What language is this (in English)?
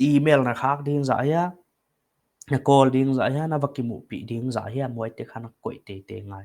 Paite Chin